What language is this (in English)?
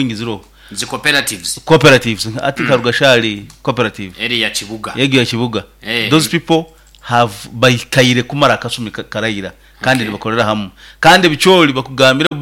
Nyoro